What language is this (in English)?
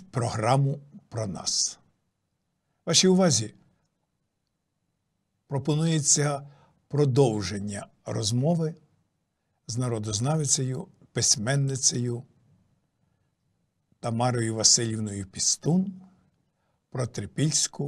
Ukrainian